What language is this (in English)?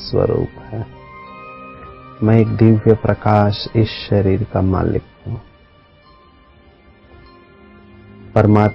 Hindi